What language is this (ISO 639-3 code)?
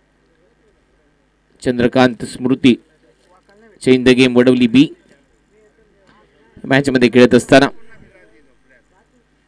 mar